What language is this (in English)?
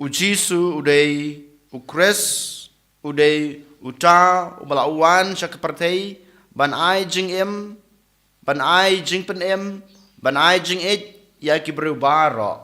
Khasi